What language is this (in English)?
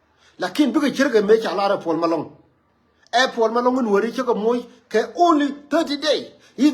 Nuer